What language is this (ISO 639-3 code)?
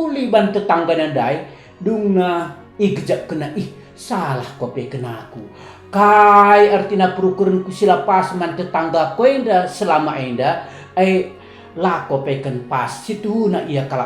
btx